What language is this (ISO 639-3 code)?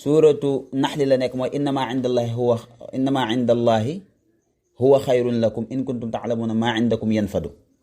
wol